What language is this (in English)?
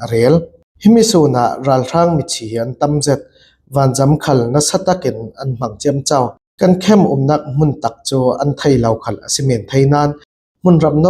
Falam Chin